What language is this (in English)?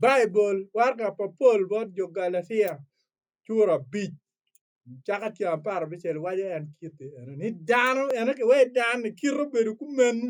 Acoli